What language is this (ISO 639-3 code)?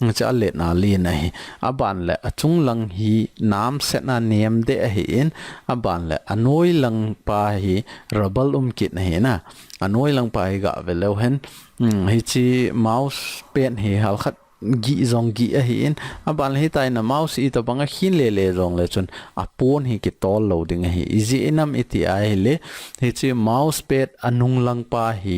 tcz